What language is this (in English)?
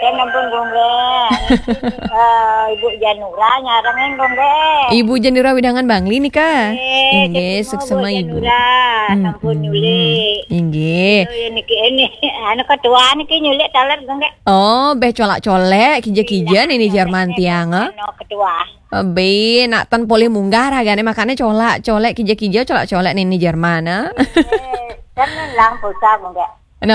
Balinese